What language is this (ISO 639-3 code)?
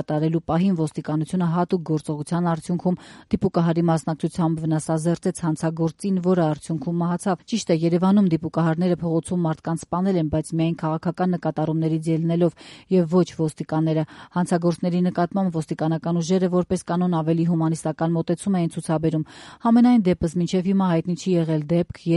hye